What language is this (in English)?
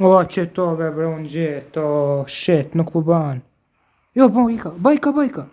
Albanian